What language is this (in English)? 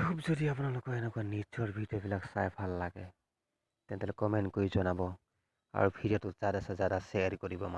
Assamese